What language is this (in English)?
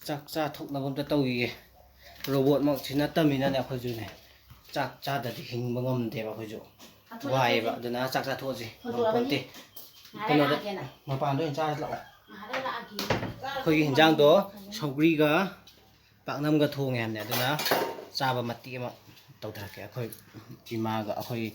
Manipuri